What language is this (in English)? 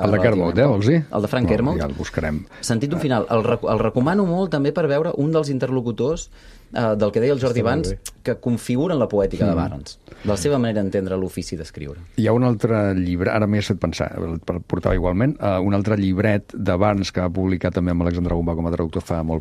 Catalan